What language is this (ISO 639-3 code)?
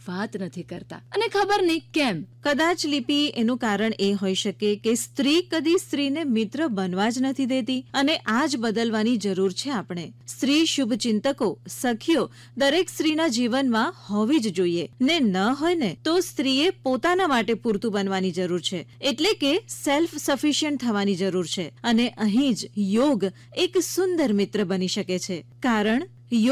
guj